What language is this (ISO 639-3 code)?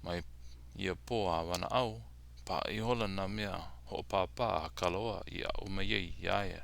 haw